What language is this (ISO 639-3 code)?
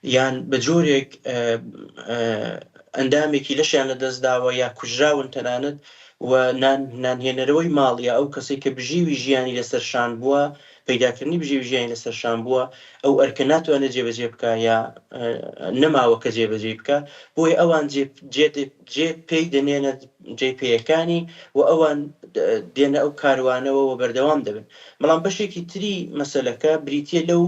ckb